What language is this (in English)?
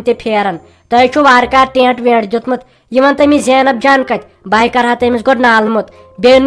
Kashmiri